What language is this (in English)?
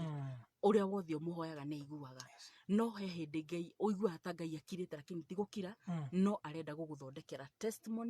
Kikuyu